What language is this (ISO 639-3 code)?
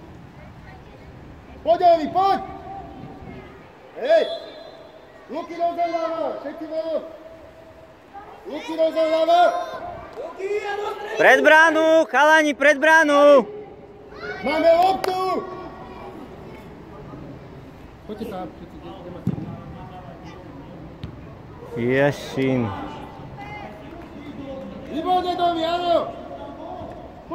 slk